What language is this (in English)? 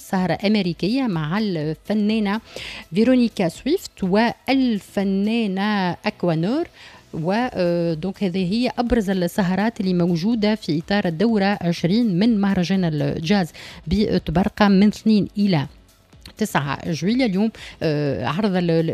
Tunisian Arabic